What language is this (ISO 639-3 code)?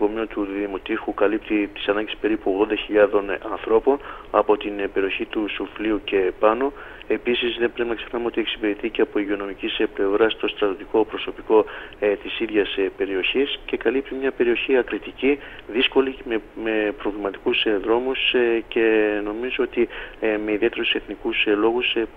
ell